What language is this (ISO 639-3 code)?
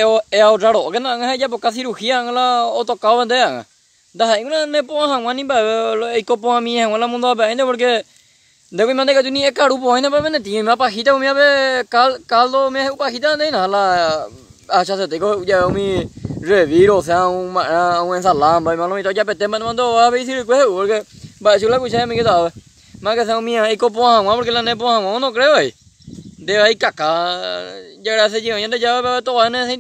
grn